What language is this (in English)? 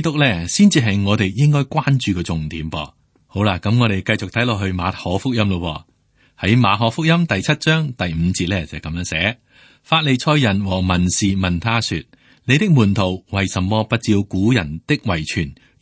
Cantonese